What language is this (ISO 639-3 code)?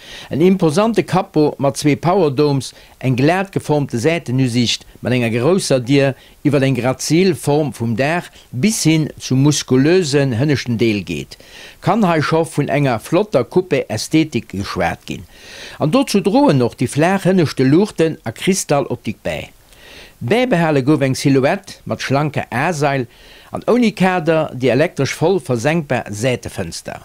ltz